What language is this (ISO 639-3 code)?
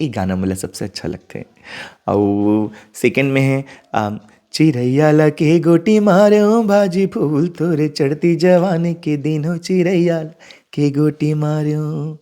hne